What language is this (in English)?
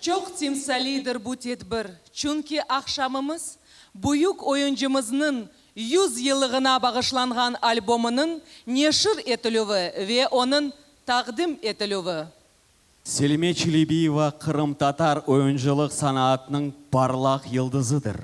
Crimean Tatar